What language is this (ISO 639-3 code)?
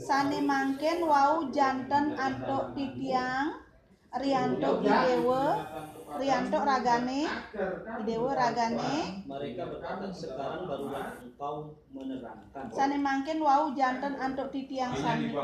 ban